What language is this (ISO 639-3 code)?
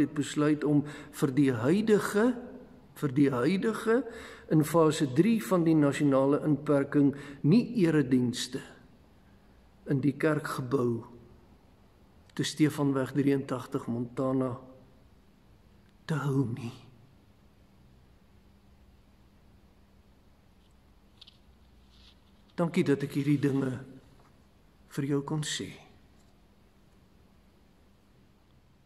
afr